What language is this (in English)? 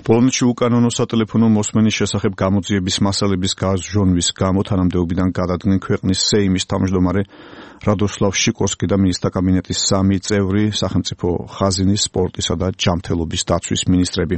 Georgian